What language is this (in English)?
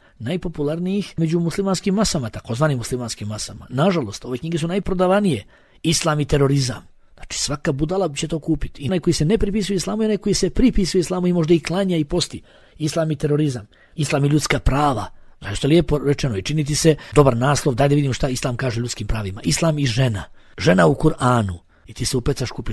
Bosnian